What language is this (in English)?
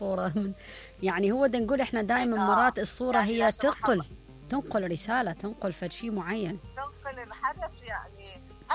Mesopotamian Arabic